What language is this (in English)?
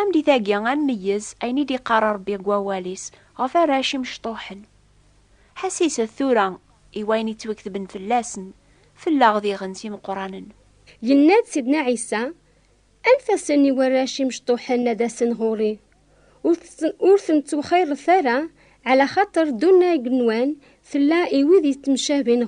Kabyle